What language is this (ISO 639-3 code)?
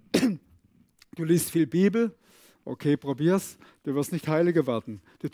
gsw